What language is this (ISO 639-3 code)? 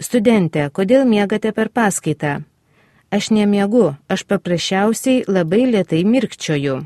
lit